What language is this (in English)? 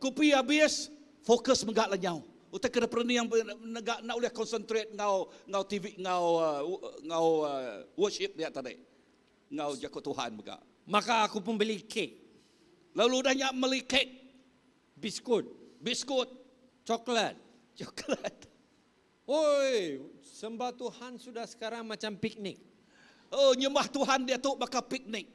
Iban